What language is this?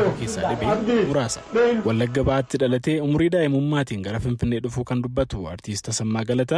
Oromo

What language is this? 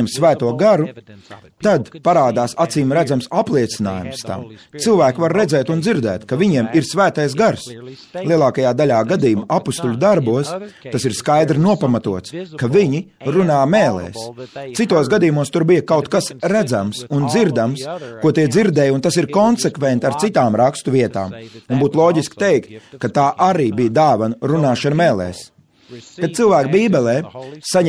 Latvian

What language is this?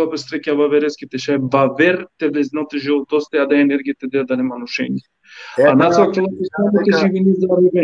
Balkan Romani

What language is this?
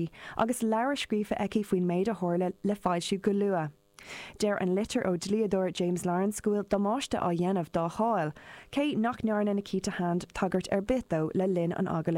Irish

